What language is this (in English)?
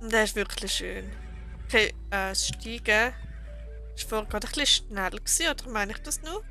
Swiss German